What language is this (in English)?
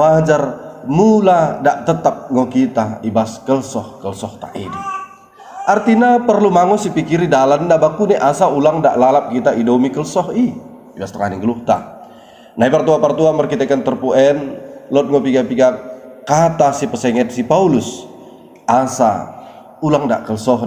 Batak Dairi